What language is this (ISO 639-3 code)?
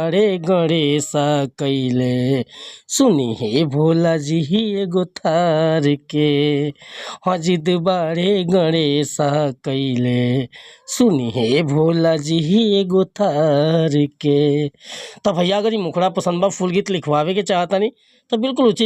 bho